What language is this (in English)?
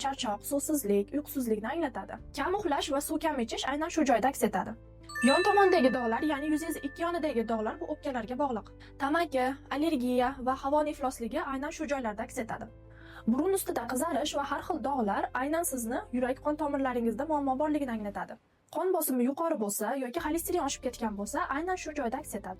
Uzbek